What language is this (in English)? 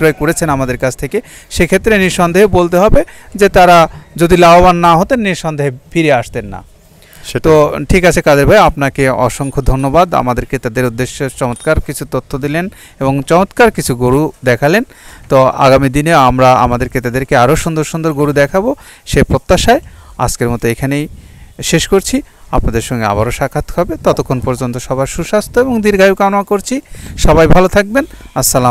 Bangla